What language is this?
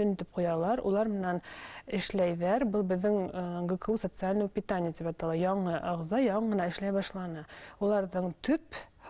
Bashkir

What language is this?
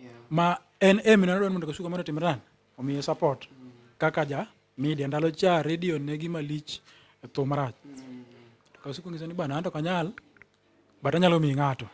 Luo (Kenya and Tanzania)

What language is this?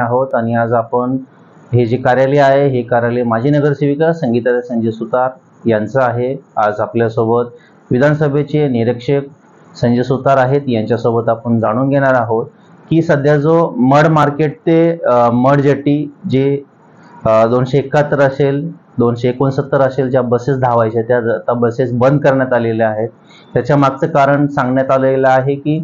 Marathi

